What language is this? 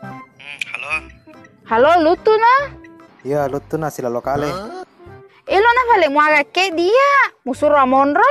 Buginese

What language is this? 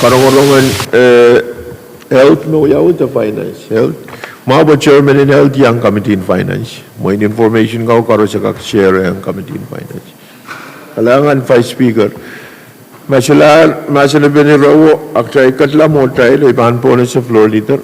Pohnpeian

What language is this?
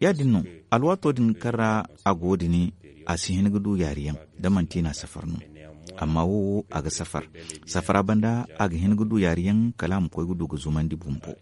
Zarma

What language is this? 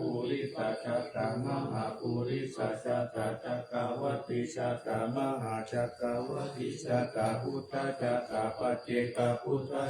Pali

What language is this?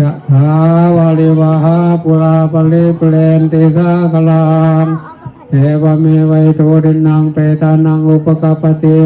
Pali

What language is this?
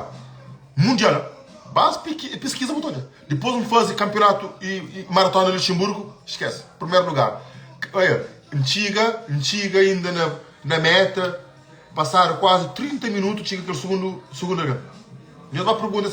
Kabuverdianu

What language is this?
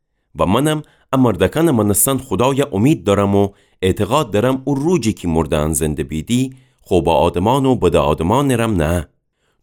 Gilaki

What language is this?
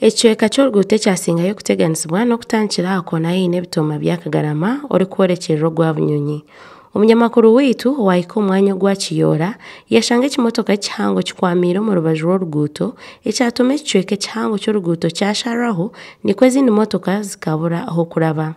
Nyankole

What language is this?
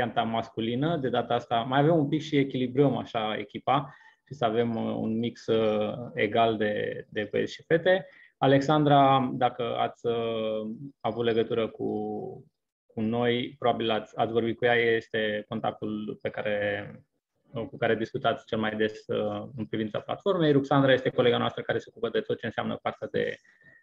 Romanian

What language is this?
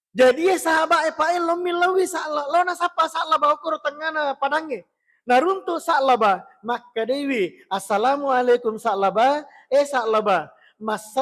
Buginese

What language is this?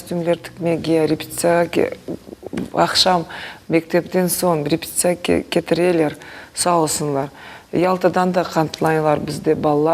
Crimean Tatar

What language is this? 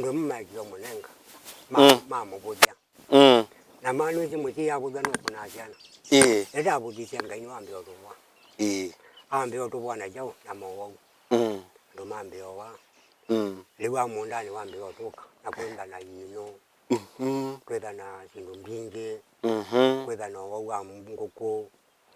Kamba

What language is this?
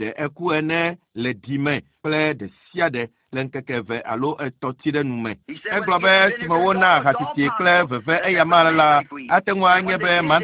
Ewe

